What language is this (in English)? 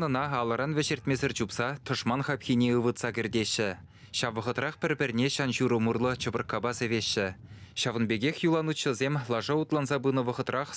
Chuvash